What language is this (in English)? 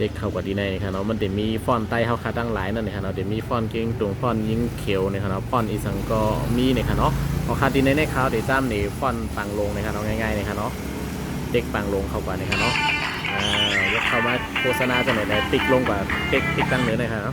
Shan